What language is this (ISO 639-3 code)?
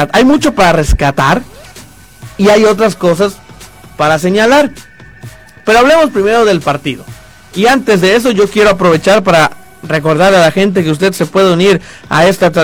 spa